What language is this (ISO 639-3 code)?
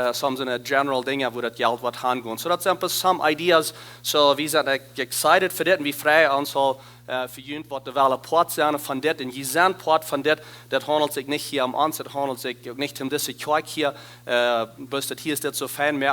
pdt